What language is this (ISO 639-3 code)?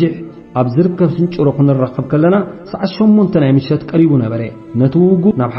tir